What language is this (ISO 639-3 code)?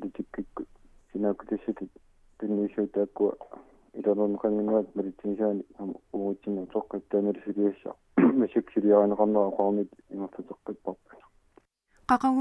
kal